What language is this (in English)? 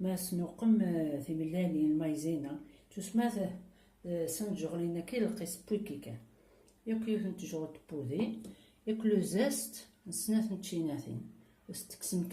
Kabyle